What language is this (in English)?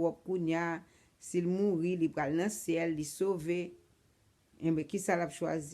Haitian Creole